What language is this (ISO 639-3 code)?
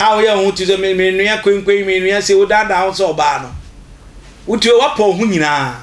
aka